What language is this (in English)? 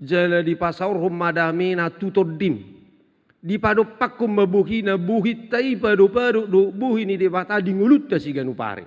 Batak Toba